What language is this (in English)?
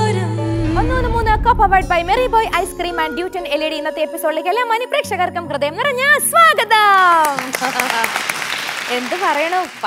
Malayalam